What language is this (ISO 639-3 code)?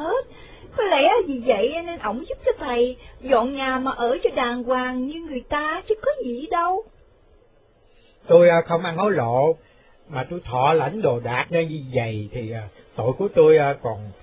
vie